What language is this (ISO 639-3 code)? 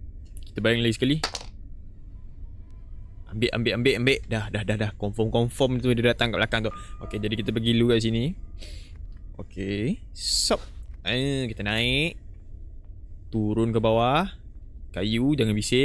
msa